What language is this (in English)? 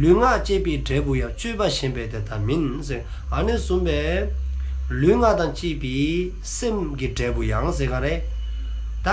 Dzongkha